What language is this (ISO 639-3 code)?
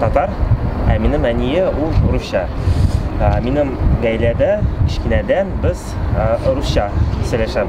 tat